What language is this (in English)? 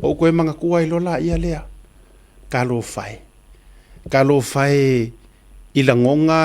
Samoan